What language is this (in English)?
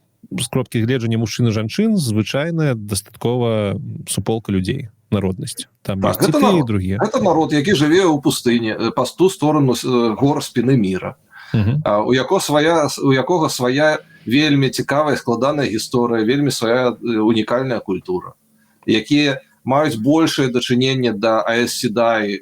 Belarusian